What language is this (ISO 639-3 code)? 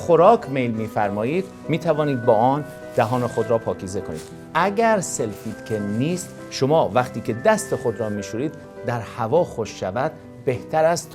fas